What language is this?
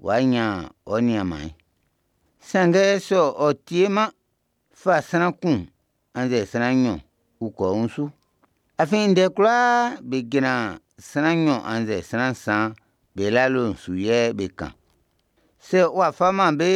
Baoulé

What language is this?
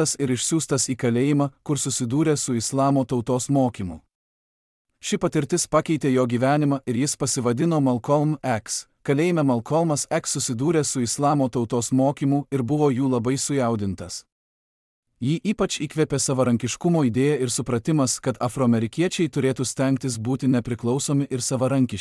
Lithuanian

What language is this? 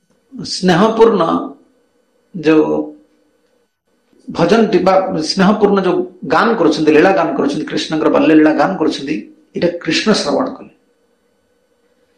Odia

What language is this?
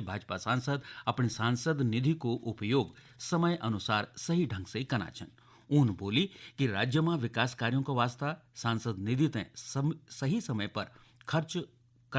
Garhwali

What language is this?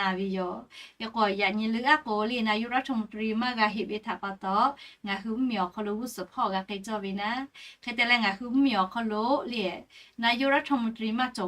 Lahu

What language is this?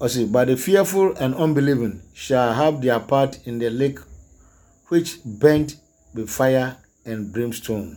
Akan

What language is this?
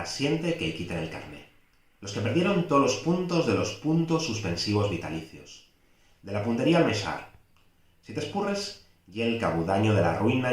Asturian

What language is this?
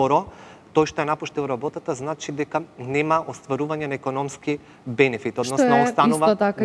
Macedonian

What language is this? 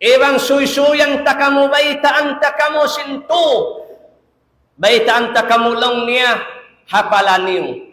Tausug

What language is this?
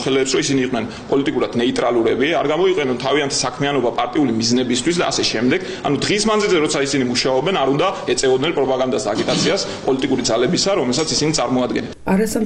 Georgian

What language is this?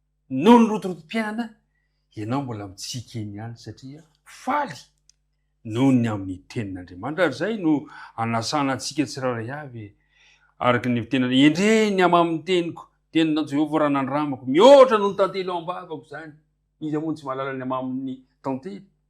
Malagasy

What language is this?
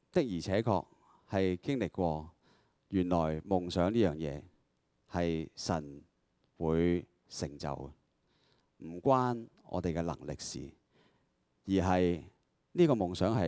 Cantonese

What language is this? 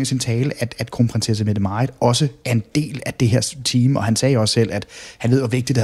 Danish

